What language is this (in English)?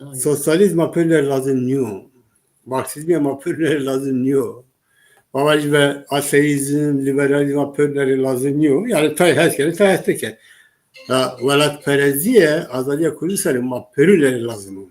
Zaza